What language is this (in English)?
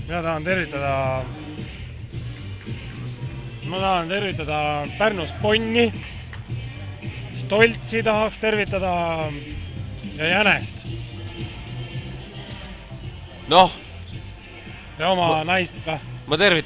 Estonian